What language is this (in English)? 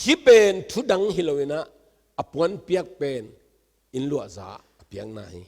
Tedim Chin